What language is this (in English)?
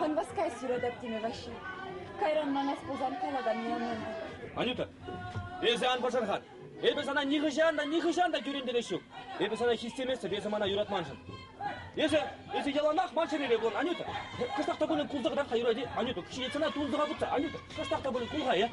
Chuvash